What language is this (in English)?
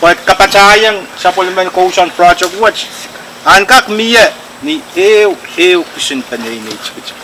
Pohnpeian